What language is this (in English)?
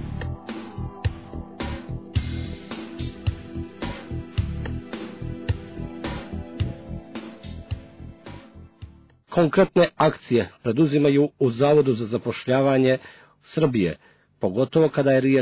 Serbian